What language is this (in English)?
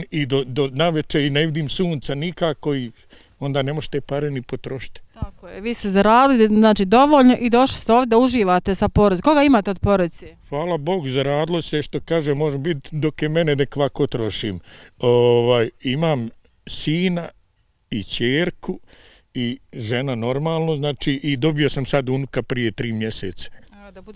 Bosnian